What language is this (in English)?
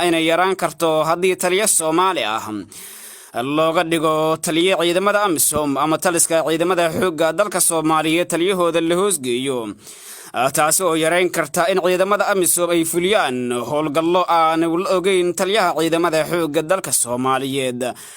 Somali